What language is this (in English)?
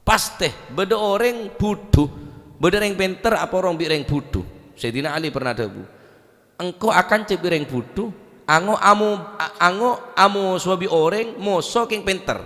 Madurese